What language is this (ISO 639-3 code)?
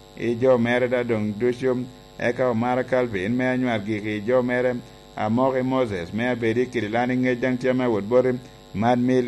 laj